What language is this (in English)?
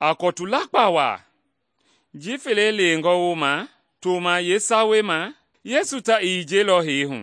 Mende